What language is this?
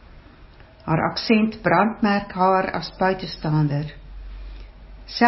Afrikaans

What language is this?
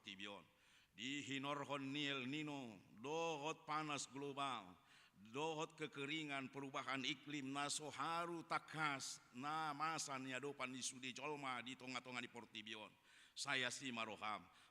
Batak Toba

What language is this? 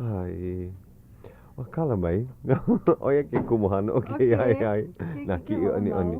Hawaiian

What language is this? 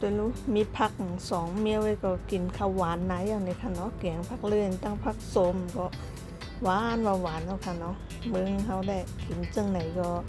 Shan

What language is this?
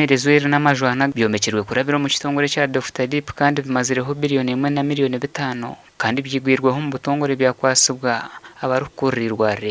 Nyankole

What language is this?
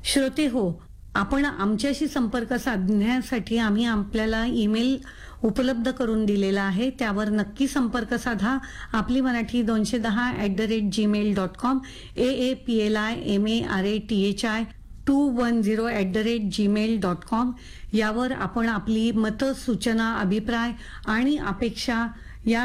Marathi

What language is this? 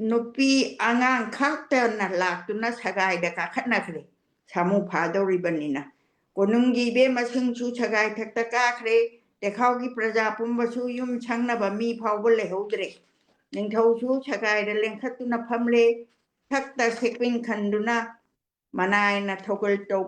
Manipuri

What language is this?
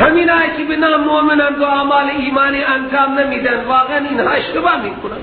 Persian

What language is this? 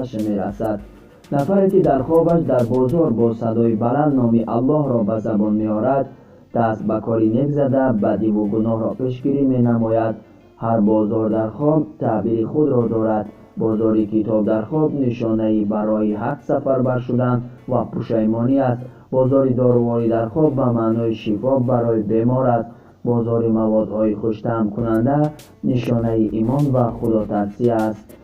Tajik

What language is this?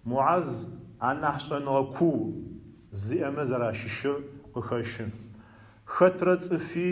Adyghe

